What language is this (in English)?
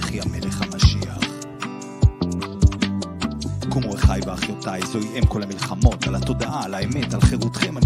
Hebrew